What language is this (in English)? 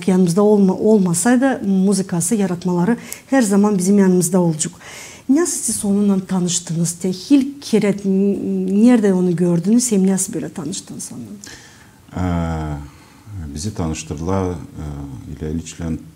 Gagauz